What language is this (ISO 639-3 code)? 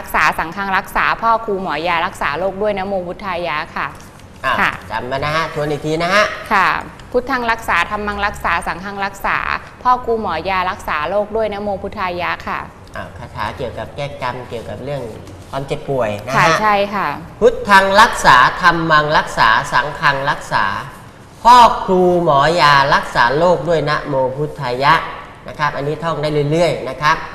tha